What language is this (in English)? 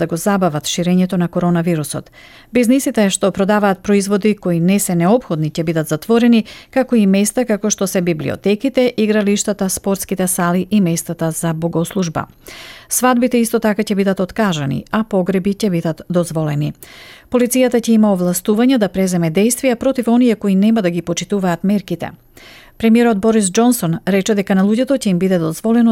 Macedonian